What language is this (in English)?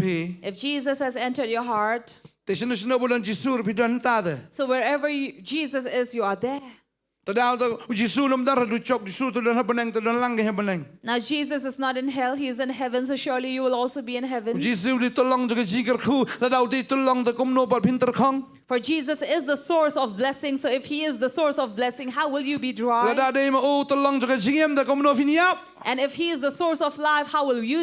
Khasi